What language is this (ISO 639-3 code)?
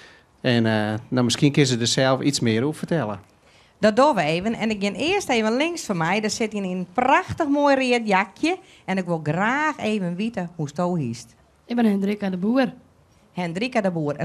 fry